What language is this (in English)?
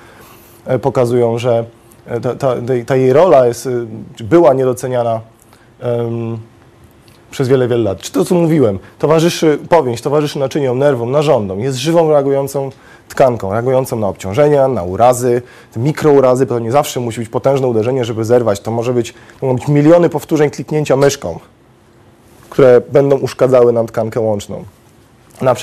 Polish